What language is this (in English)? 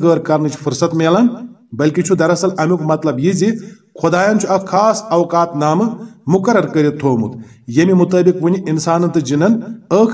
Kashmiri